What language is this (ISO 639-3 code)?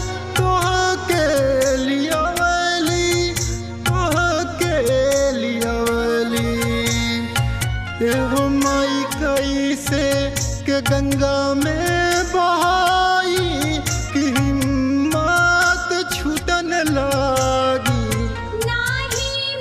bho